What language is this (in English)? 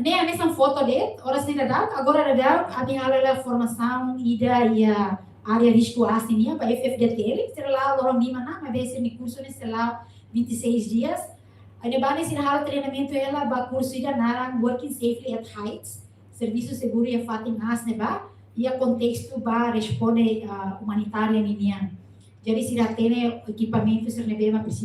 Tetum